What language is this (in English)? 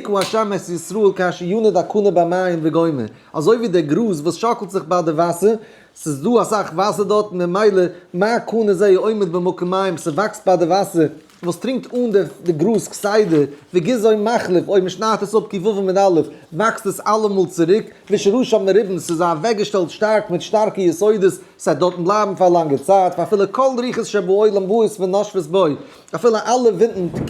Yiddish